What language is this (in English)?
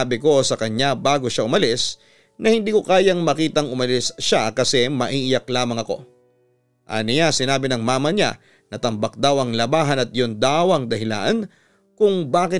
Filipino